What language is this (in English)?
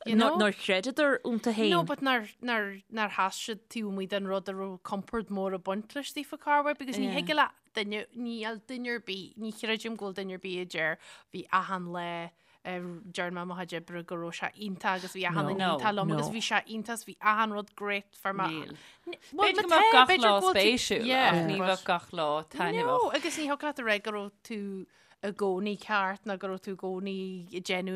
Irish